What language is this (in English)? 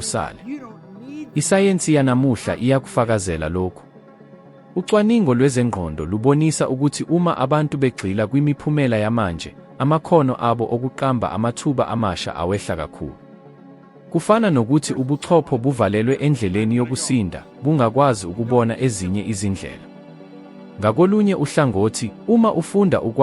Zulu